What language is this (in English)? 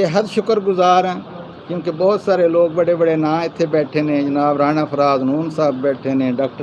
Saraiki